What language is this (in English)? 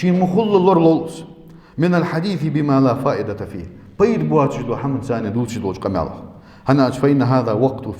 Ingush